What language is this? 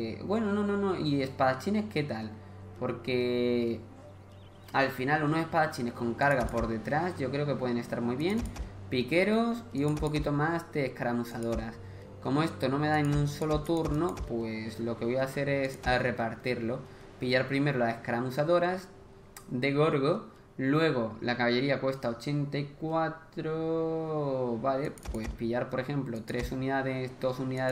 Spanish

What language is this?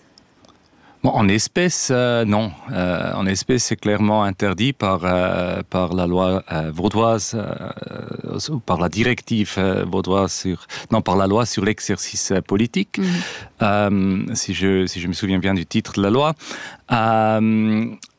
French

